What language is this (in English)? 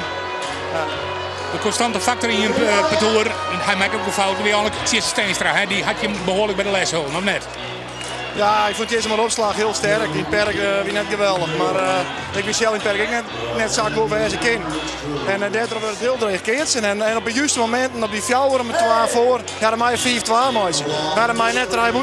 Western Frisian